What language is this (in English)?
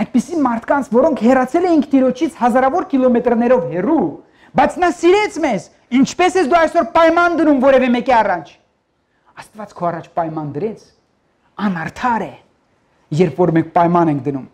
Armenian